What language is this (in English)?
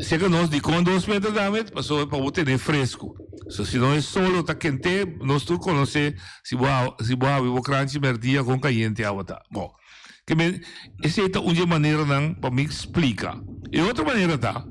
Papiamento